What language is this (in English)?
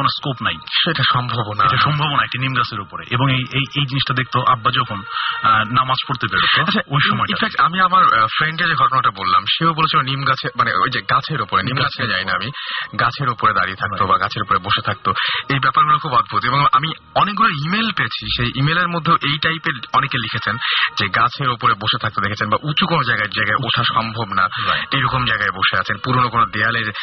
Bangla